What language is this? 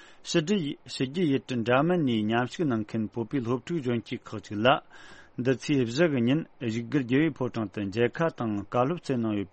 Tibetan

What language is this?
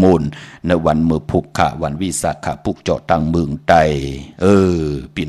Shan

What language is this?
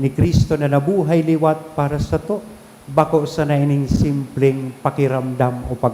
Bikol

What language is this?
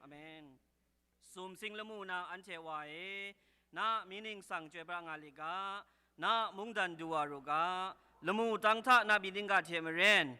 Kachin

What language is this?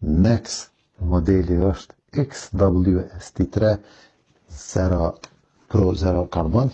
Albanian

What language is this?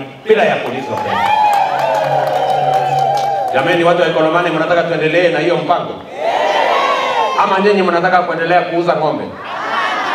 Swahili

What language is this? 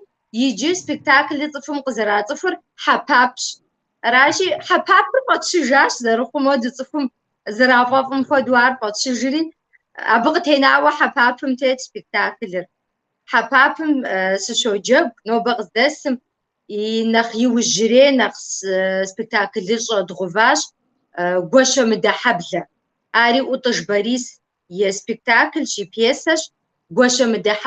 Kabardian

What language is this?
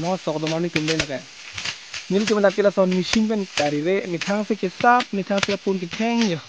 Karbi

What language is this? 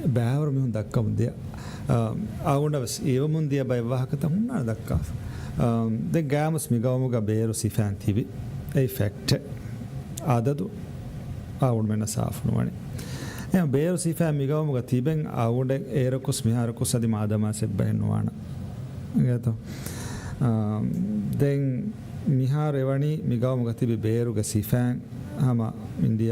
Divehi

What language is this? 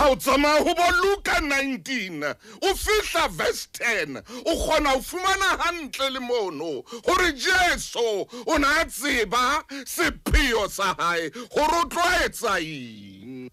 Southern Sotho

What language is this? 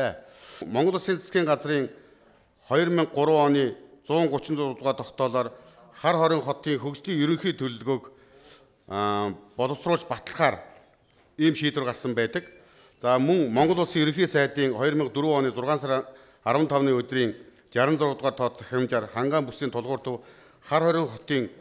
Mongolian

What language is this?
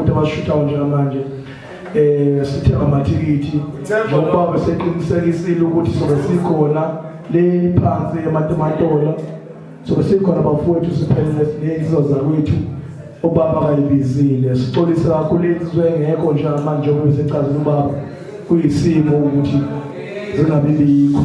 Zulu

